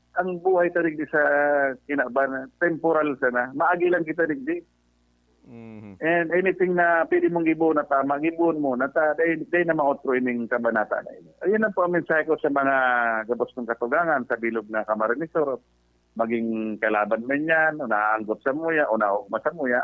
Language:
Bikol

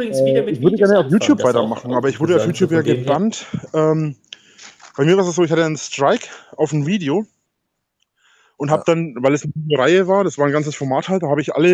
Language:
German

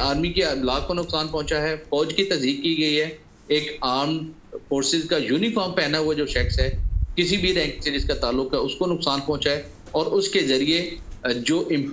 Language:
Urdu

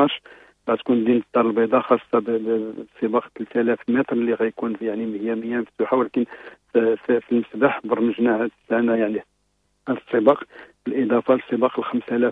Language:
Moroccan Arabic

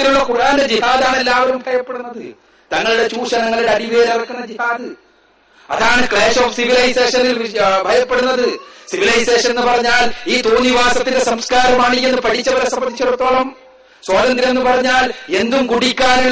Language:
Malayalam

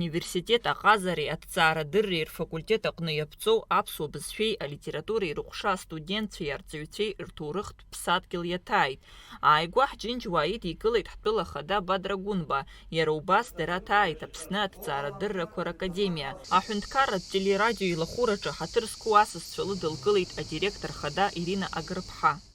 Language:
Abkhazian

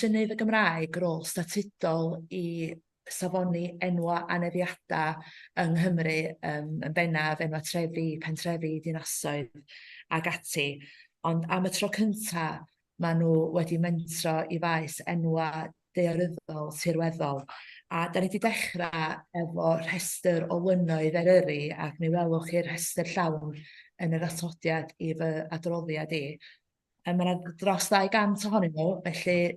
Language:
Welsh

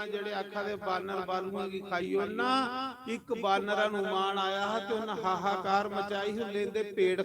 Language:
Dogri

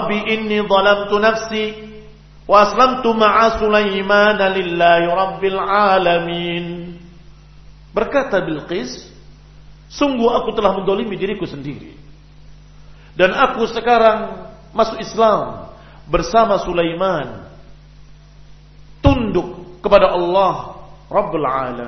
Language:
Indonesian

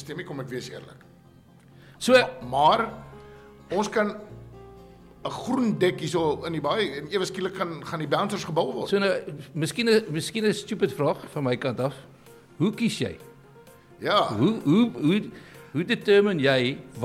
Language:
Afrikaans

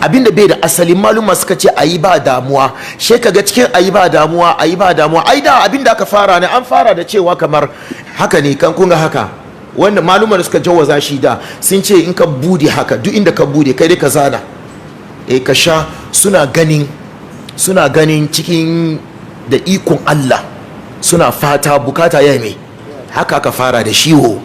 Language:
Hausa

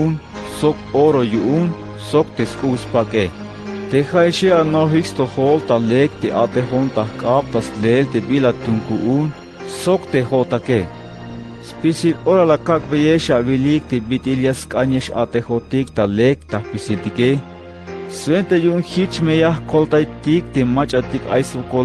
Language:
Tzeltal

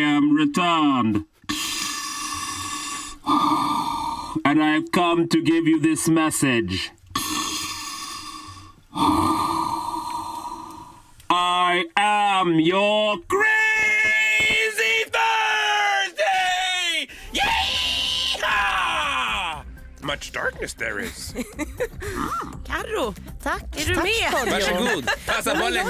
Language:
Swedish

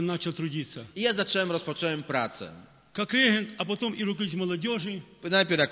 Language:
Polish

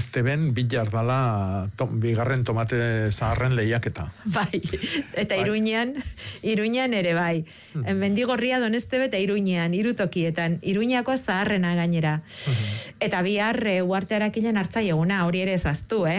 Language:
Basque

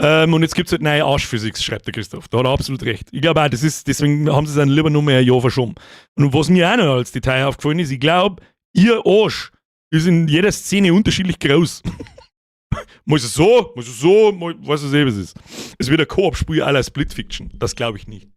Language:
Bavarian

